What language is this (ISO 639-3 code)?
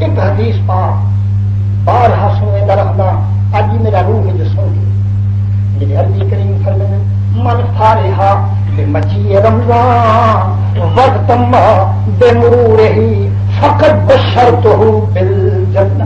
skr